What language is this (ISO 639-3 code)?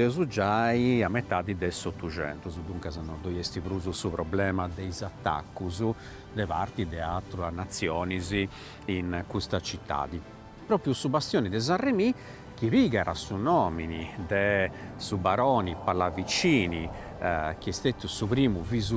srd